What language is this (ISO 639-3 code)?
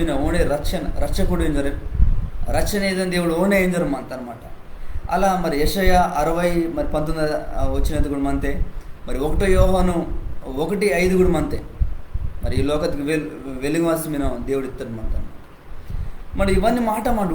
kff